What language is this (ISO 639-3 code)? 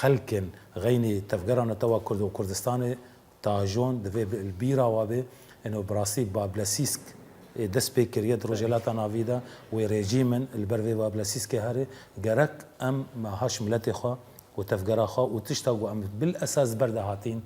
kur